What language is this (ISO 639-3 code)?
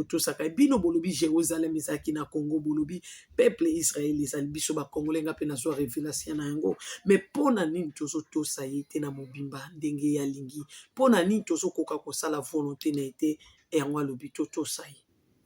lin